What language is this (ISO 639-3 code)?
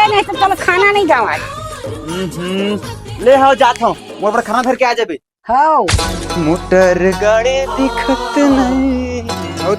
hne